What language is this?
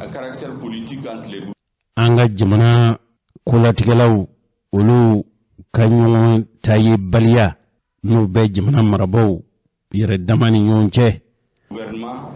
Bambara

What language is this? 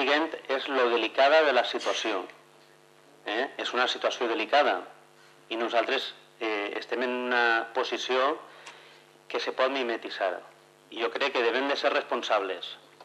Catalan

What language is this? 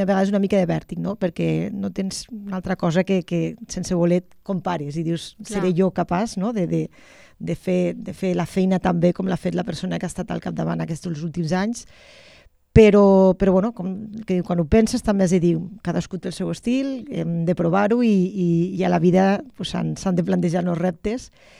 Catalan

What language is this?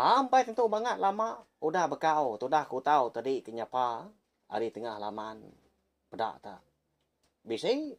Iban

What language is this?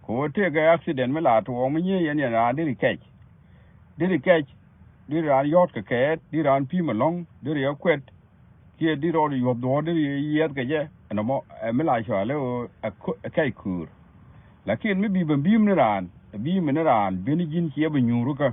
Nuer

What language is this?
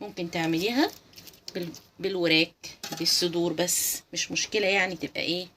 Egyptian Arabic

